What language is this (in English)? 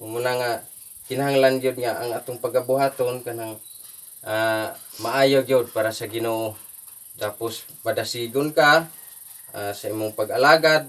Cebuano